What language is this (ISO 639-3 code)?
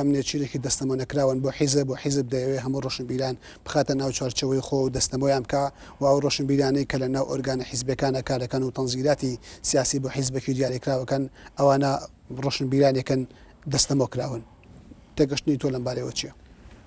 ckb